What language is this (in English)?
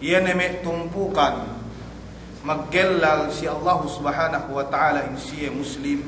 Yakan